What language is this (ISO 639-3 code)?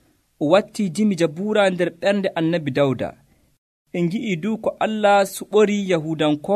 fuv